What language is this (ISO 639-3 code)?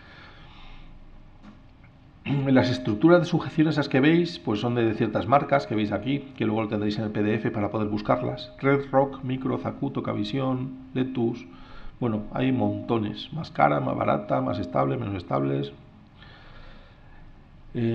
spa